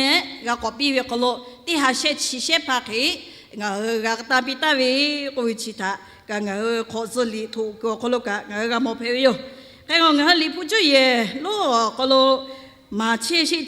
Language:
Lahu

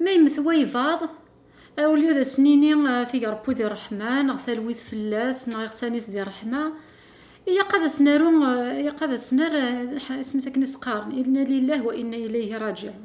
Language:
Kabyle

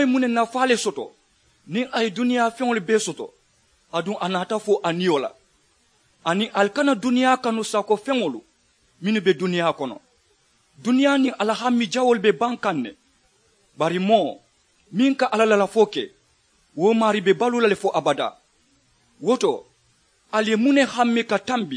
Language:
Mandingo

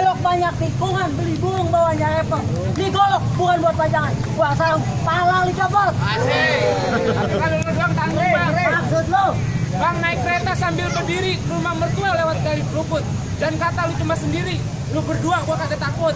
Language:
Betawi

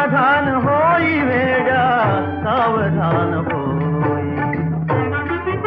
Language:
Marathi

